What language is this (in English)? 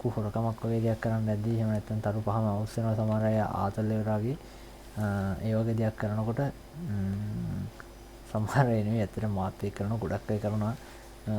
Sinhala